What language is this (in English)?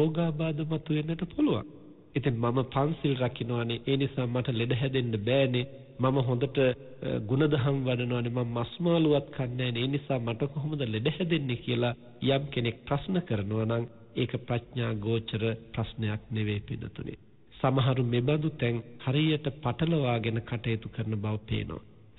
Sinhala